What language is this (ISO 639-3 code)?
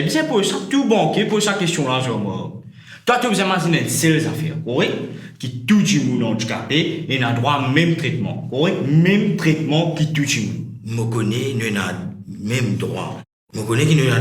mfe